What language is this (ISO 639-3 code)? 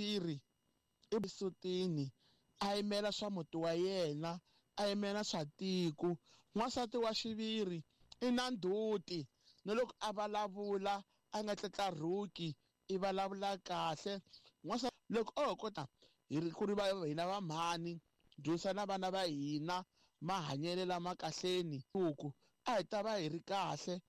tso